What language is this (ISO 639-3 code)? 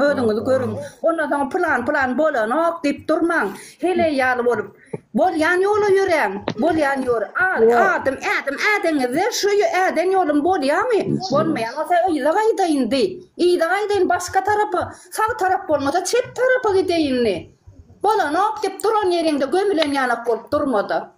tuk